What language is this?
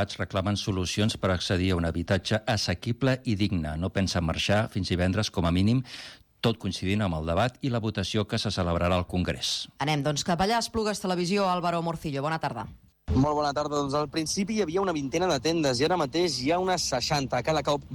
Catalan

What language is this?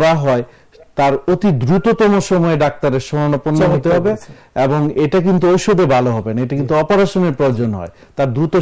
Bangla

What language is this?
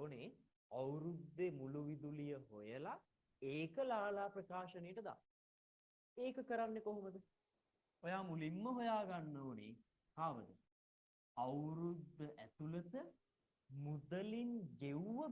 Sinhala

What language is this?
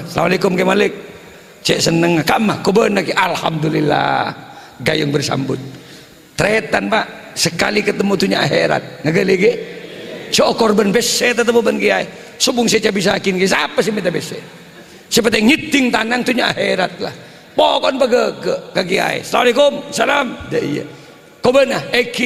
Madurese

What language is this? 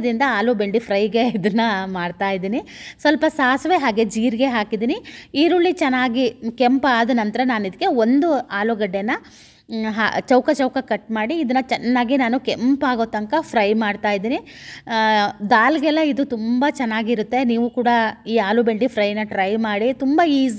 Kannada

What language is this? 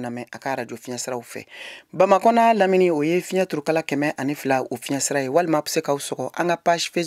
Bambara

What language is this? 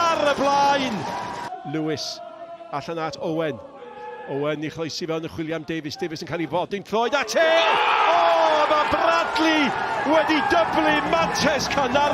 Welsh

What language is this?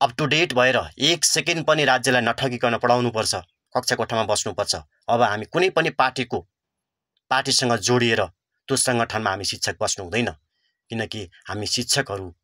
Nepali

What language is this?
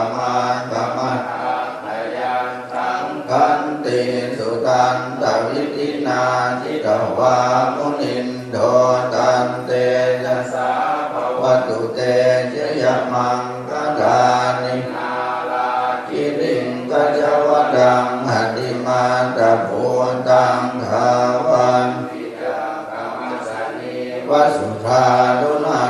Pali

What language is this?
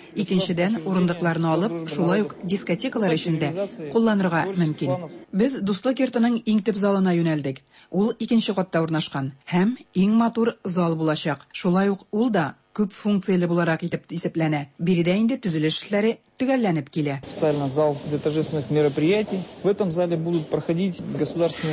Tatar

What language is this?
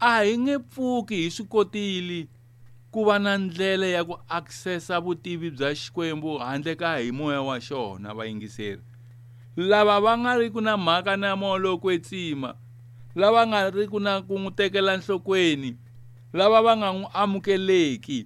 Tsonga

